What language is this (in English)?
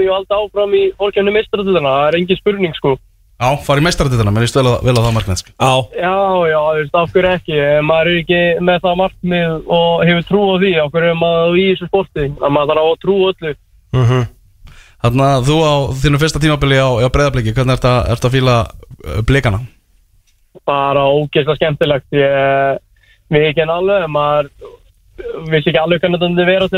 Icelandic